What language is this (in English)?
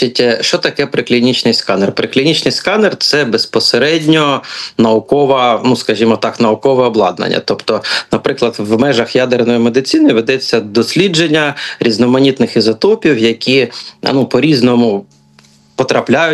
Ukrainian